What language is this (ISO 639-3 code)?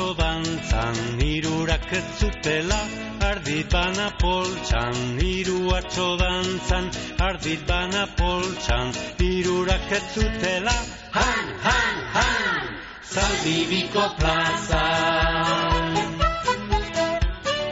eus